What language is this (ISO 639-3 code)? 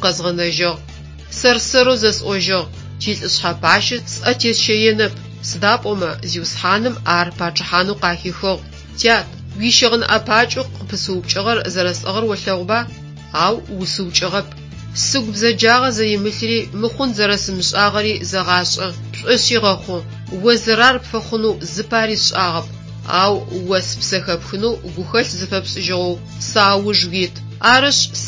ady